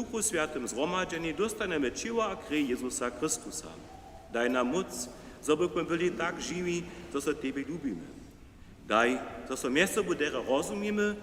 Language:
Upper Sorbian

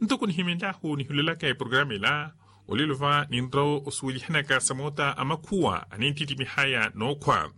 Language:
Makhuwa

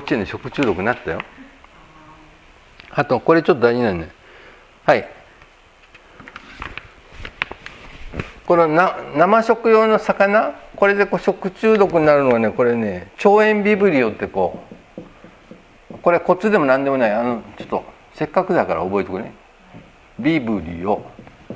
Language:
Japanese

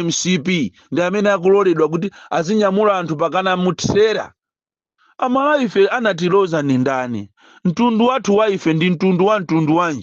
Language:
Nyanja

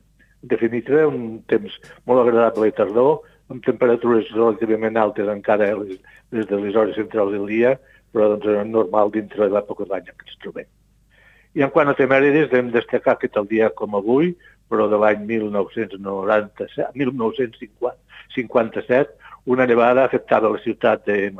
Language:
Catalan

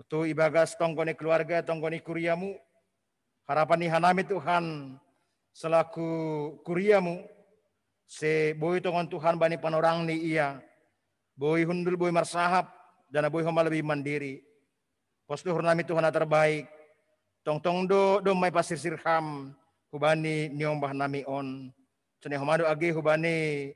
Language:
Batak Simalungun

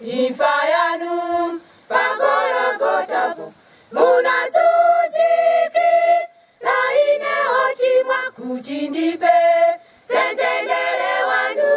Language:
Nyanja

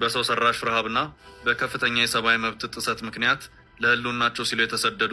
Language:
Amharic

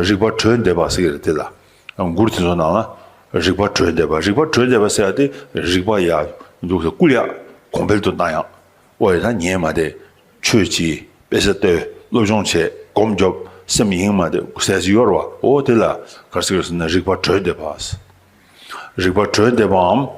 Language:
Tibetan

